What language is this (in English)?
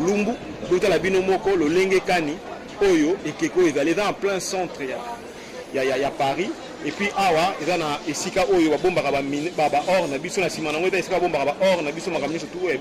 Lingala